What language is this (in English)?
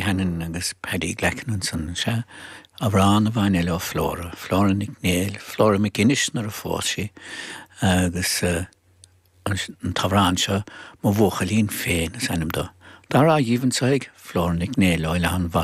Irish